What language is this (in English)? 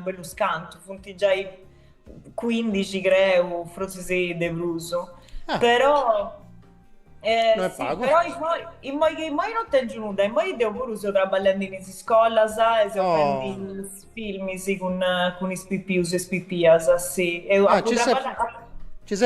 Sardinian